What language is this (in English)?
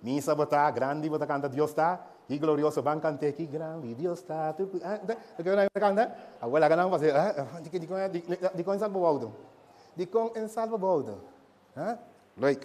Papiamento